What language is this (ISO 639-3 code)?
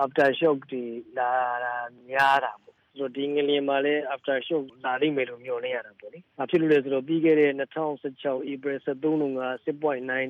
mya